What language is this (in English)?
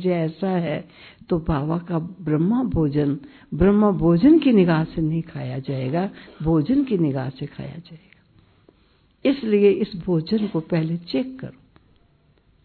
Hindi